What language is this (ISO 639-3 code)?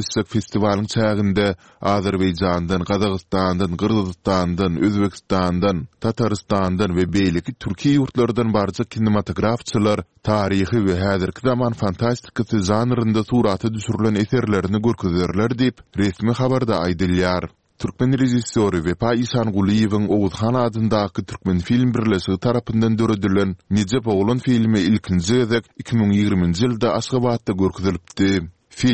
tuk